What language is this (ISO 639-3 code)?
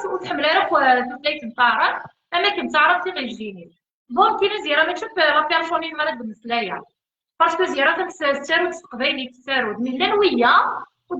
kab